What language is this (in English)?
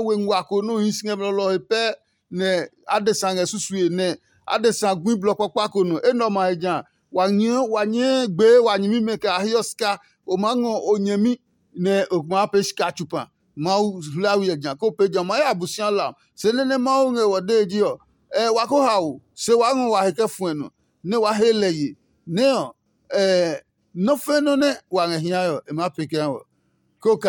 Adangme